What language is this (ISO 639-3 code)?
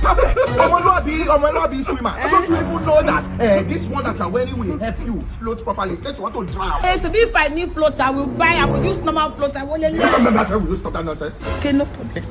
pcm